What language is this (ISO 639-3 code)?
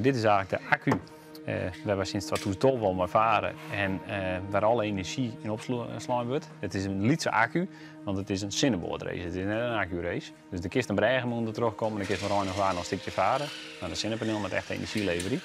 fry